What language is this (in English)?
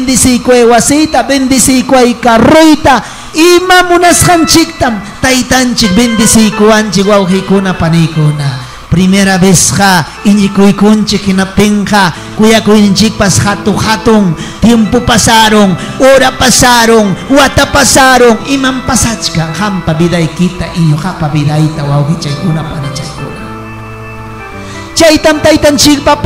Ayacucho Quechua